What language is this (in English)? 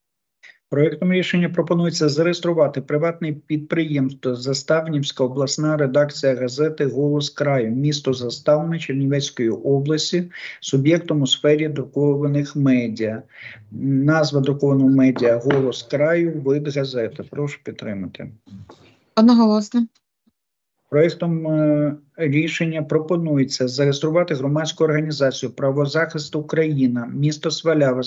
Ukrainian